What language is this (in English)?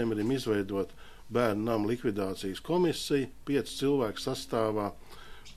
Latvian